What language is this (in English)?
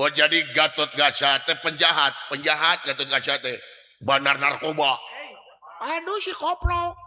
Sundanese